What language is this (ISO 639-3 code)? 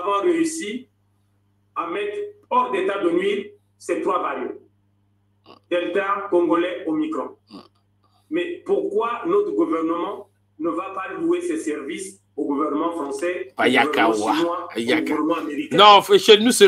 fra